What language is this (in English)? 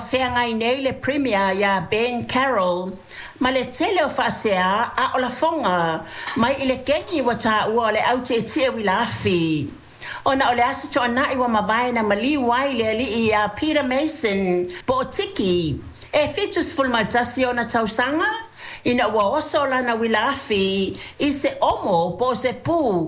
Samoan